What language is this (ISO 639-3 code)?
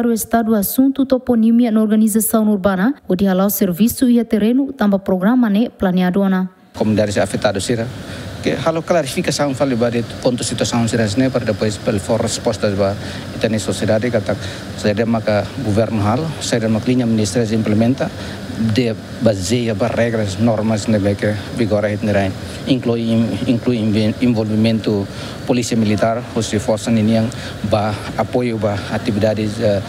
tet